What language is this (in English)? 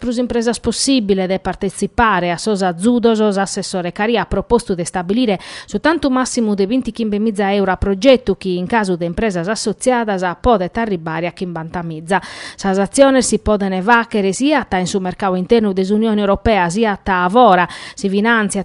Sardinian